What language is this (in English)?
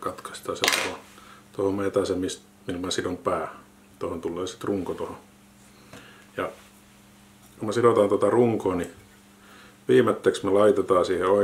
Finnish